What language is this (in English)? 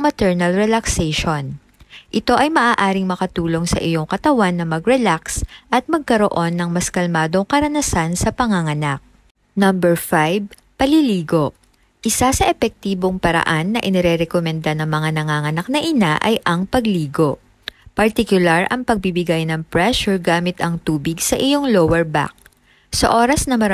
Filipino